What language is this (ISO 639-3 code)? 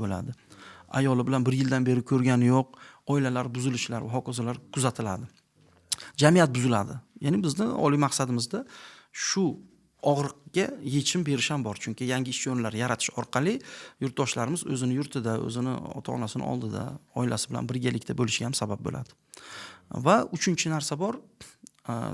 uzb